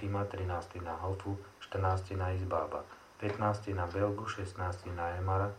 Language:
Slovak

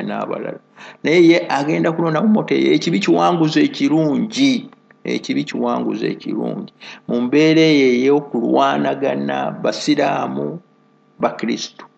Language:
Ganda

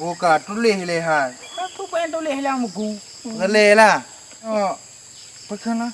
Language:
Achinese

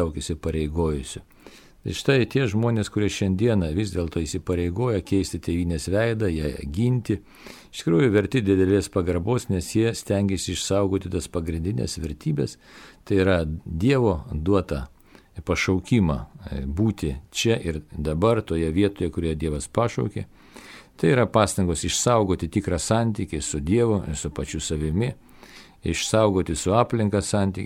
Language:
Lithuanian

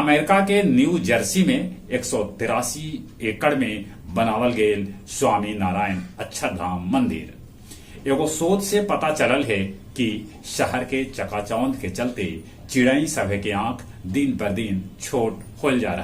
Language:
Magahi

